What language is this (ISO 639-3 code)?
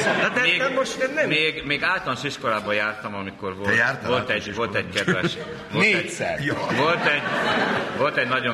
hun